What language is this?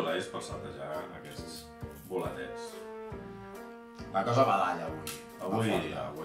Catalan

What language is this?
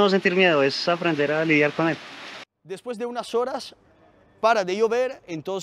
Spanish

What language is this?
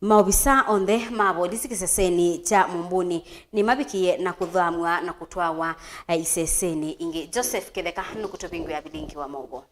Kamba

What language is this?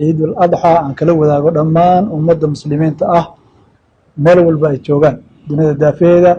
Somali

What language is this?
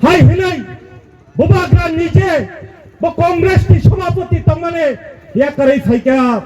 Kok Borok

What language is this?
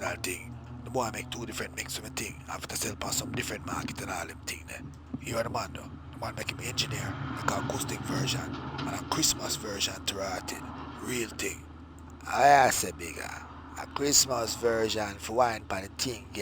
Jamaican Creole English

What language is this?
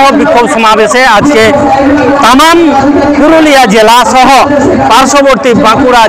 Santali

